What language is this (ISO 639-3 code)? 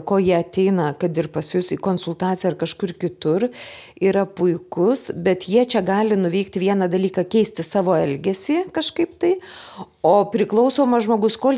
lit